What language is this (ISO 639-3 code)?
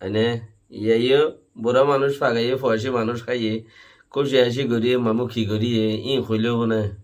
rhg